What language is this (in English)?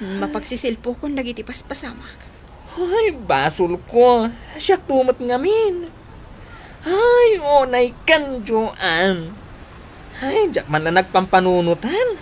Iloko